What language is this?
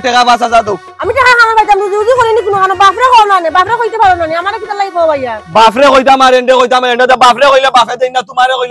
Sylheti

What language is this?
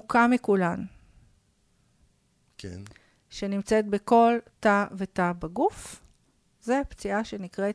Hebrew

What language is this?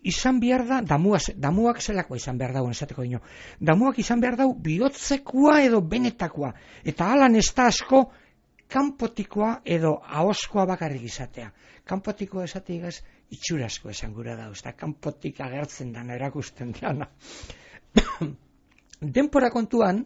Basque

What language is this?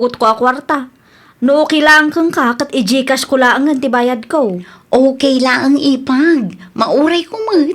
Iloko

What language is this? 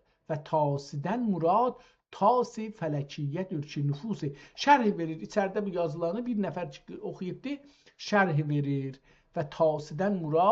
South Azerbaijani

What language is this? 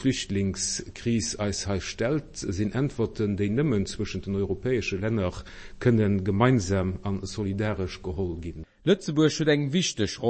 Luxembourgish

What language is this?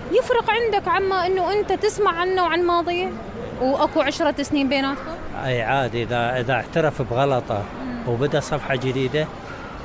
Mesopotamian Arabic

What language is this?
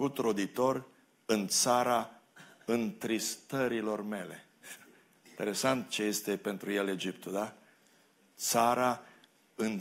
Romanian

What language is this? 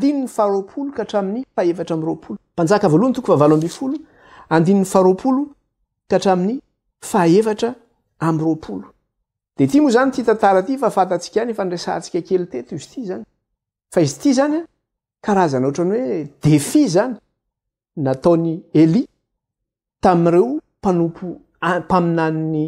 Malagasy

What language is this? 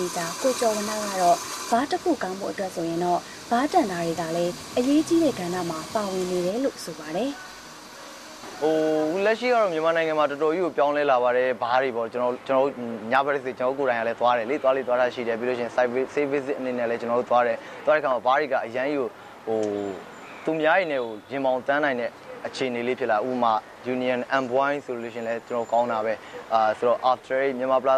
Burmese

